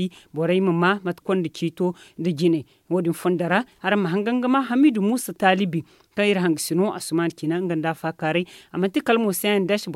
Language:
Zarma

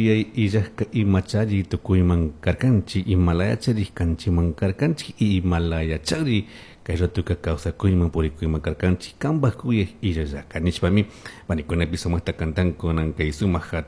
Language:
Chimborazo Highland Quichua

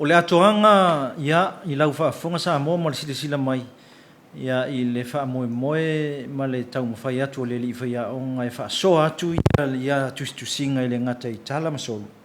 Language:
Samoan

